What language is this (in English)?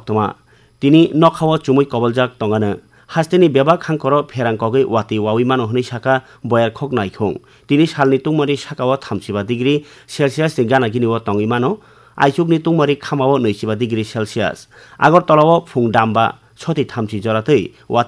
Kok Borok